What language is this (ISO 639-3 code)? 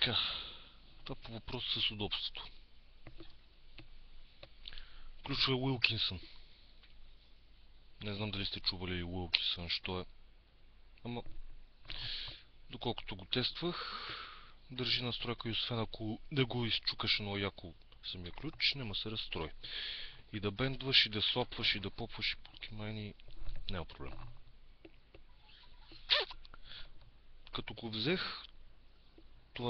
bul